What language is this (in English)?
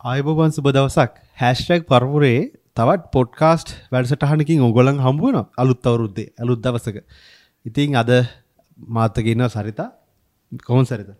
Sinhala